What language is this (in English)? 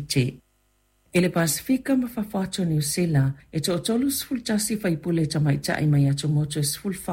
Samoan